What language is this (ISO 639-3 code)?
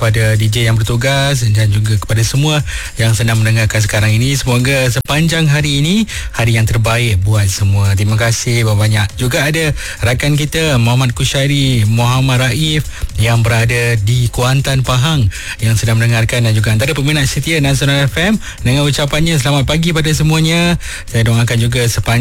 msa